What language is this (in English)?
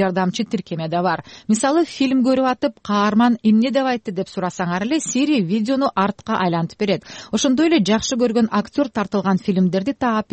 Kyrgyz